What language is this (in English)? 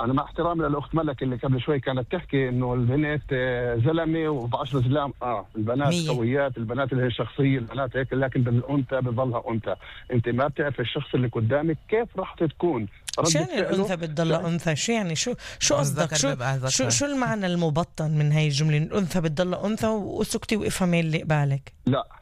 North Levantine Arabic